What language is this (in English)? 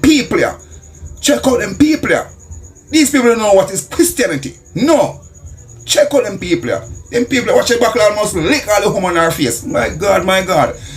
Jamaican Creole English